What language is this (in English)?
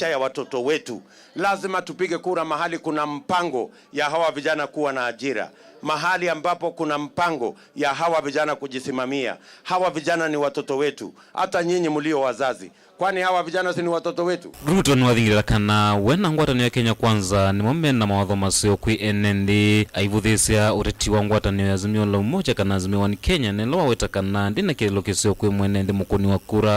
Kamba